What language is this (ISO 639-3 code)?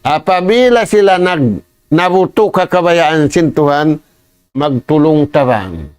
tsg